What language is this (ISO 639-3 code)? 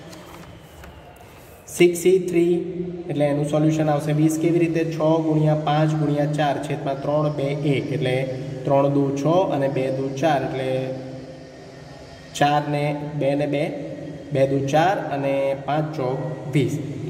guj